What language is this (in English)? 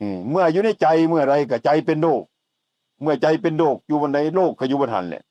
Northeastern Thai